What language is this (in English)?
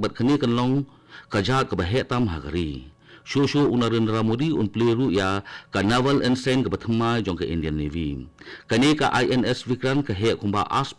Khasi